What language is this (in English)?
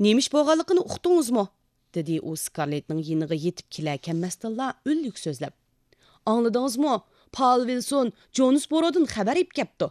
Uyghur